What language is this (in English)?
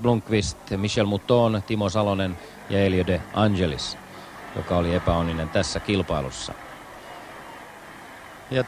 Finnish